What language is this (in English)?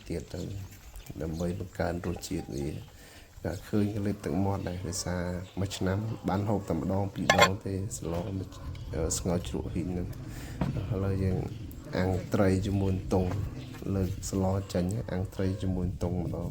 Khmer